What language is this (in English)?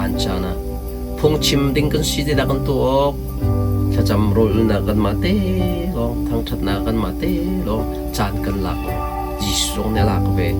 Hakha Chin